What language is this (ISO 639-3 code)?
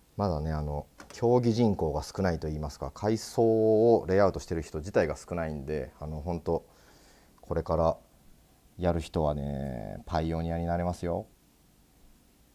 jpn